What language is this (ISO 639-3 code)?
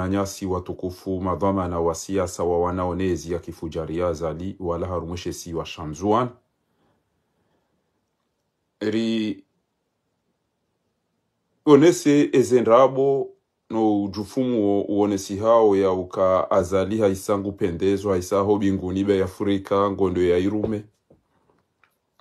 swa